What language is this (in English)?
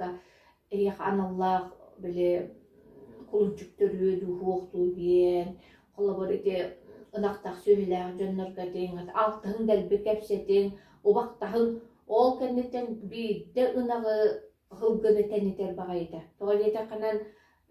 Yakut